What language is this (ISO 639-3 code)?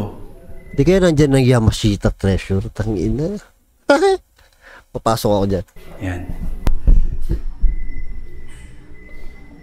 fil